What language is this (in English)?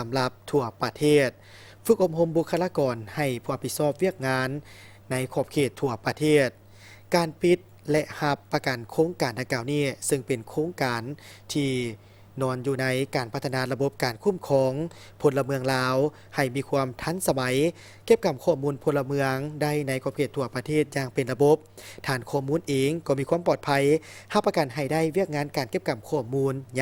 Lao